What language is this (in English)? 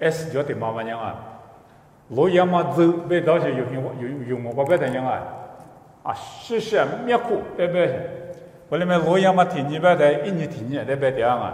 Lisu